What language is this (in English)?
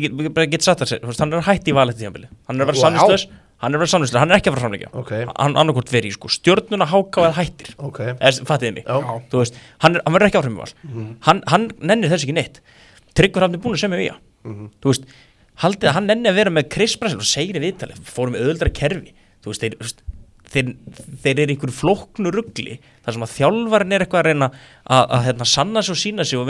Icelandic